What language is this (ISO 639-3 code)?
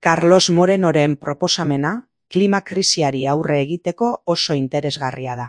eus